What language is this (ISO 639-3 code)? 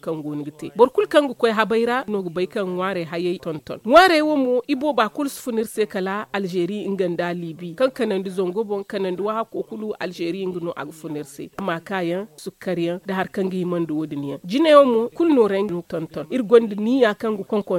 dje